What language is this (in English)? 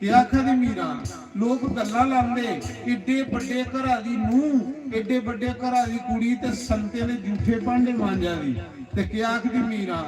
Dogri